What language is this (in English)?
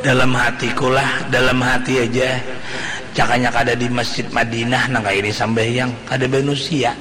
Banjar